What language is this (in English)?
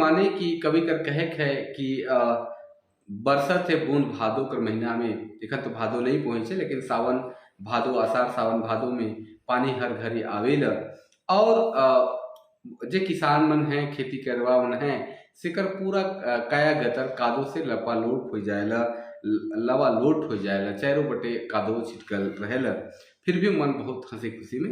Sadri